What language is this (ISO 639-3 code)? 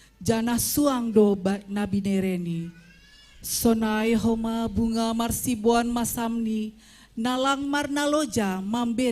bts